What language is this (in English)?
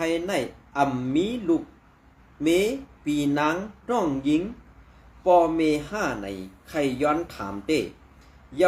Shan